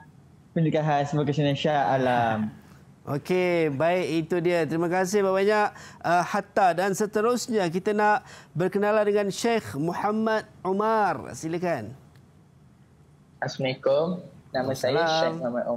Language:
Malay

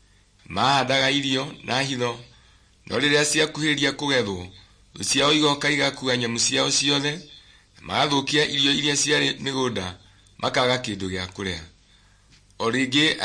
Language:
Kikuyu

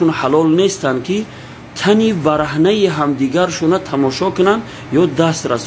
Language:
Tajik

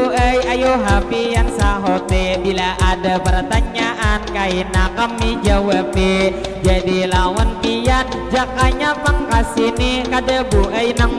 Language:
Banjar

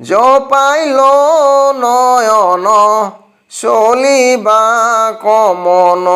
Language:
Assamese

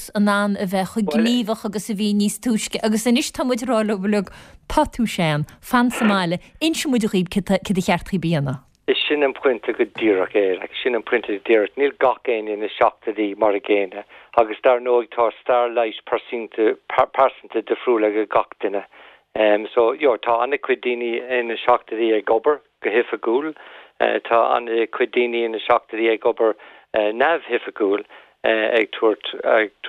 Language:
Irish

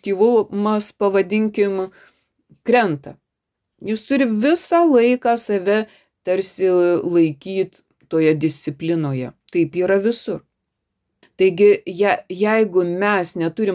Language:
Lithuanian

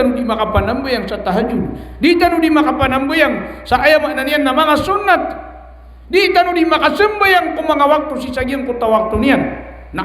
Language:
Maranao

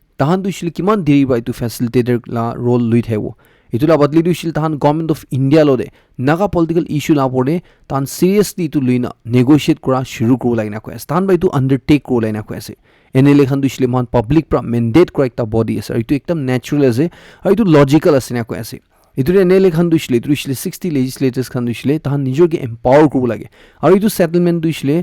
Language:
Naga Pidgin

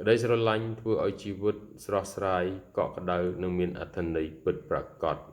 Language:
Khmer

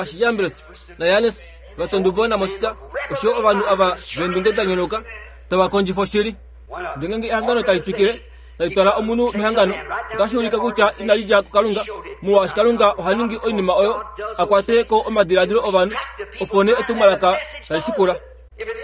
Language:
Kuanyama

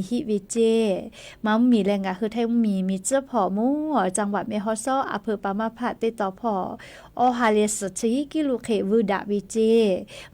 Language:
Lahu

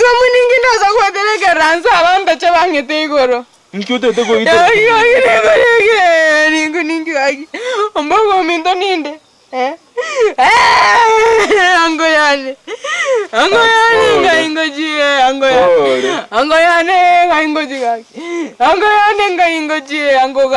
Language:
Gusii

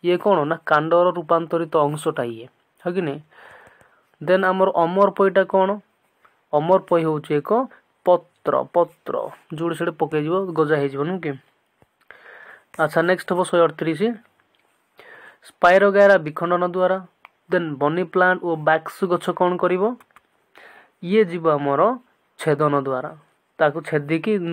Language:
Odia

